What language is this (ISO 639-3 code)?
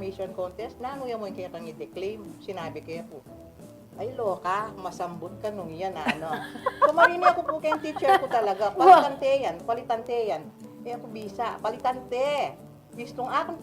pam